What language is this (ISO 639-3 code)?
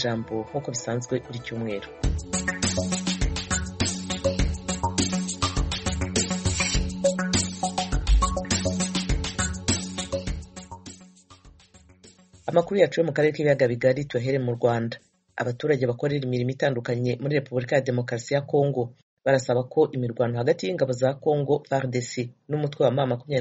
kin